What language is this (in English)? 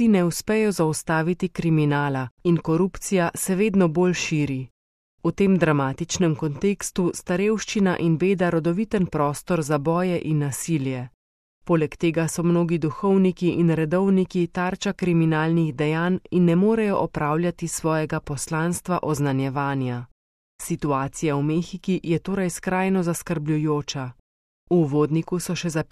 Slovenian